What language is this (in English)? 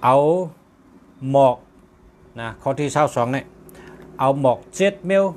Shan